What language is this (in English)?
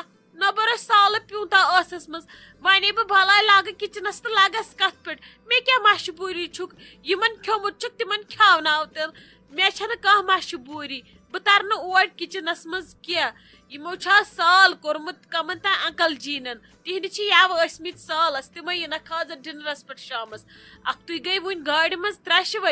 Kashmiri